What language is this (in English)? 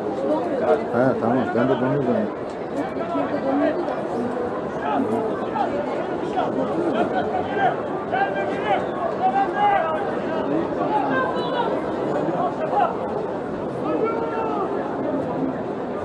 Turkish